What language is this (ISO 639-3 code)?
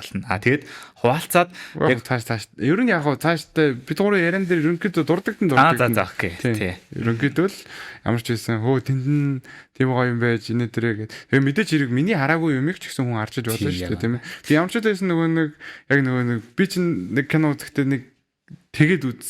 mon